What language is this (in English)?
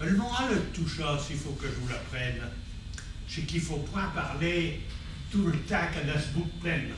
Picard